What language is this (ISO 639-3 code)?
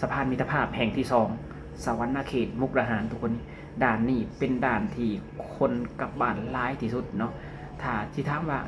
lao